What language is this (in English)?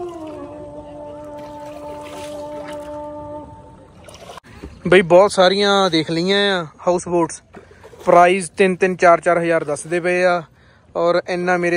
Punjabi